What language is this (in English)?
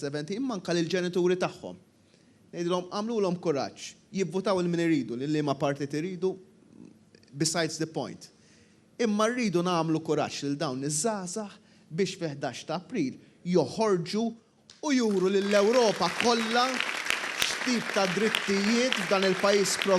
Maltese